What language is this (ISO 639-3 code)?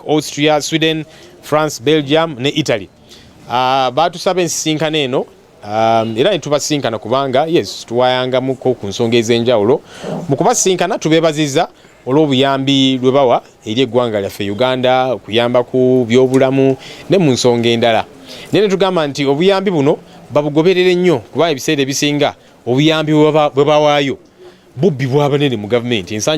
lug